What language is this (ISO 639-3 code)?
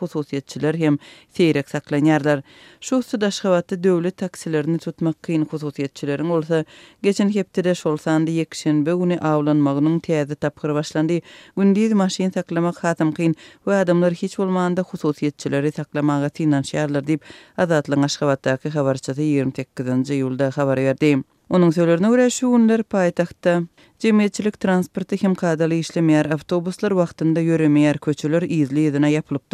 tuk